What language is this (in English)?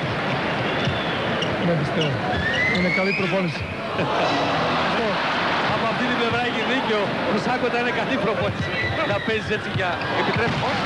Greek